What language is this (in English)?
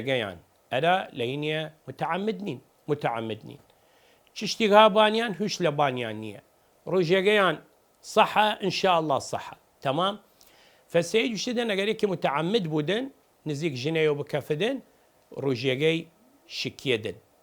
Southern Kurdish